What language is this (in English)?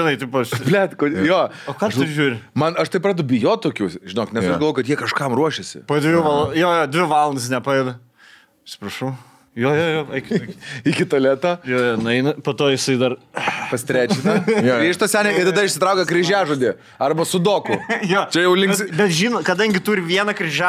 Lithuanian